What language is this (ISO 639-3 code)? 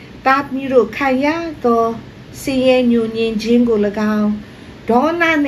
mya